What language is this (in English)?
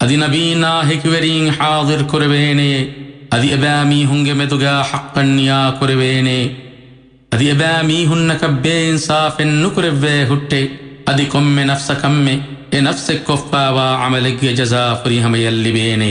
Divehi